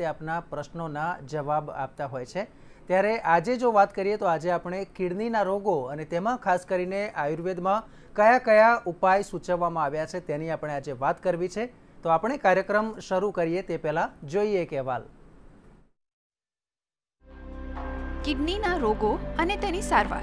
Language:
Gujarati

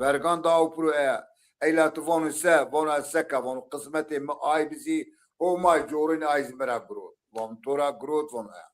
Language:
Zaza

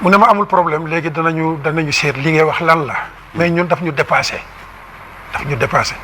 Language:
Wolof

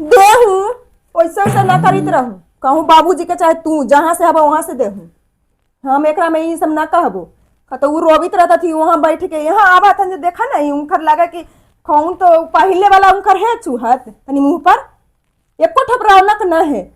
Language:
Magahi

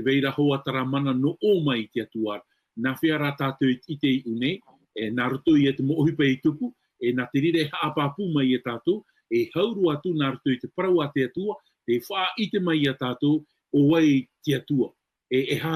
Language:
Tahitian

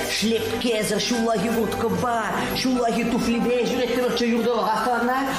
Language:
Chuvash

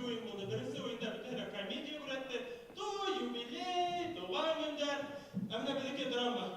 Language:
Bashkir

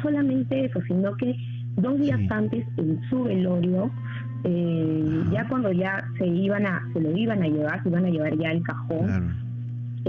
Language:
Spanish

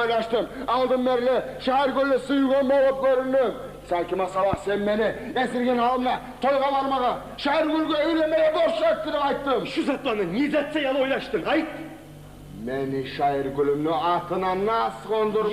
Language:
Kumyk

